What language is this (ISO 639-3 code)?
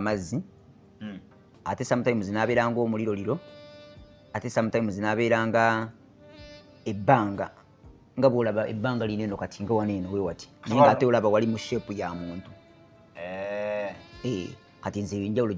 lug